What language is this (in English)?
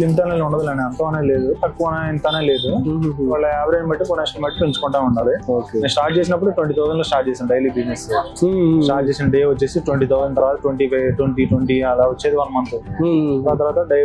Telugu